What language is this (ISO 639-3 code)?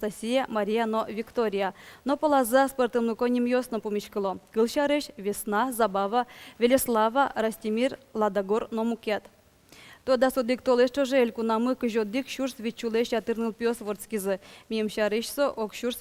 udm